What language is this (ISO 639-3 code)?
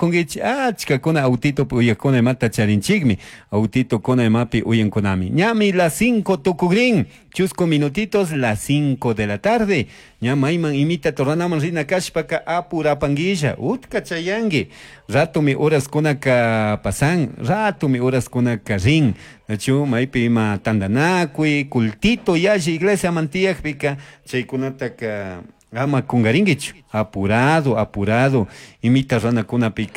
qug